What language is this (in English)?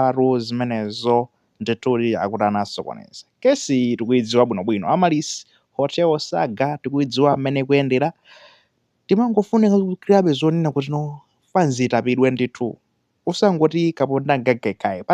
Nyanja